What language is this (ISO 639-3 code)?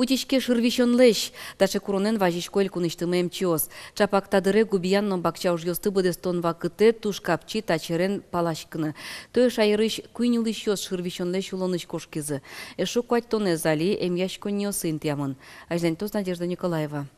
udm